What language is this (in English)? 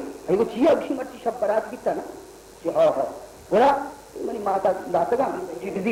Baluchi